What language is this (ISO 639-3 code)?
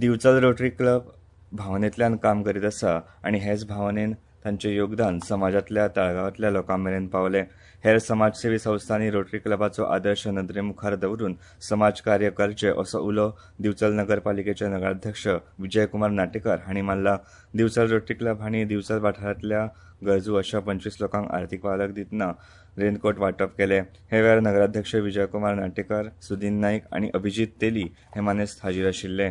kok